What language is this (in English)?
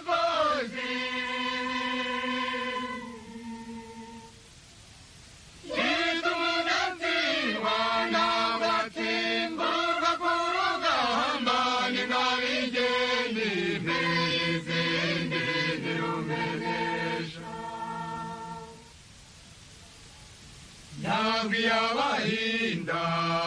Kinyarwanda